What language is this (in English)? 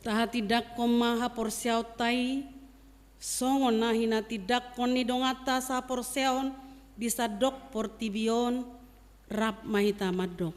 Batak Toba